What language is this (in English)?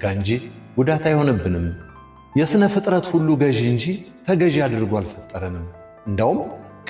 Amharic